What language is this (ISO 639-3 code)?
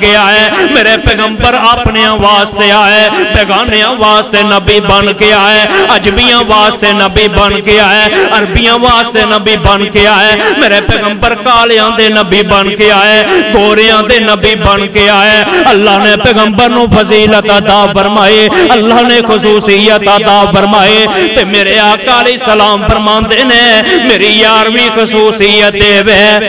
lah